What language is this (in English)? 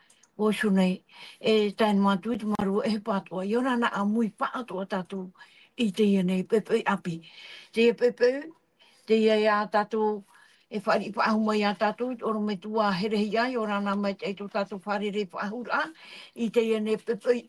Tahitian